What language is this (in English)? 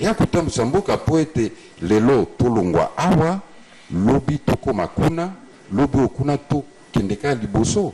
Lingala